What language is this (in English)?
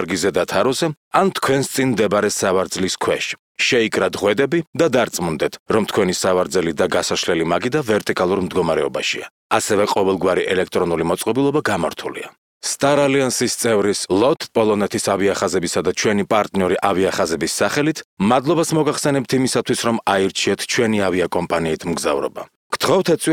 Georgian